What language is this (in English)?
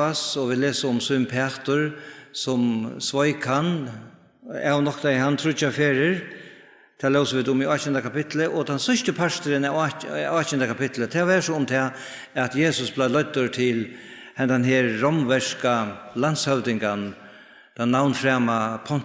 Faroese